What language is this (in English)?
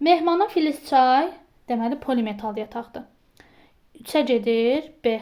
Azerbaijani